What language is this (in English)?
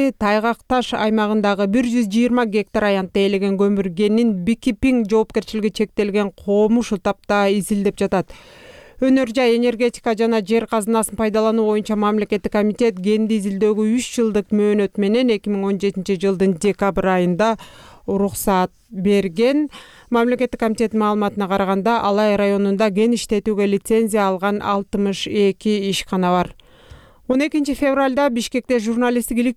Kyrgyz